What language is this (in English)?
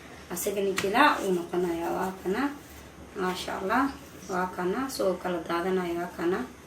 Somali